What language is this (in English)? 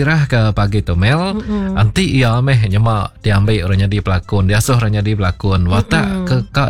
Iban